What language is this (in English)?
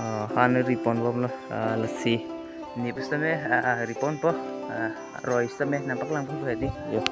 Karbi